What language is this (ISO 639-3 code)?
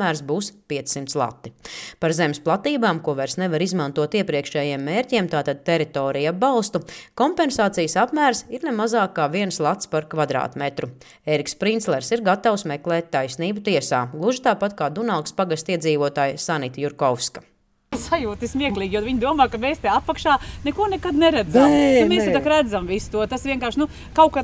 lav